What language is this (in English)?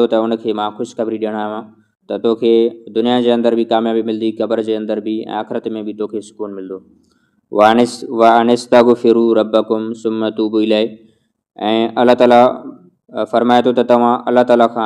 Sindhi